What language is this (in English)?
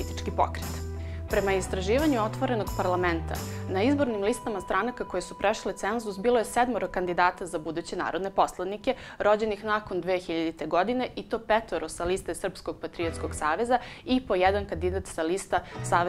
Serbian